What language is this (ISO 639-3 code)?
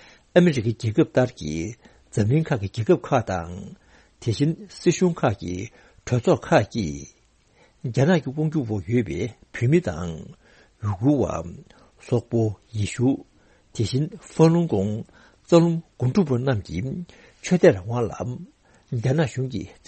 bod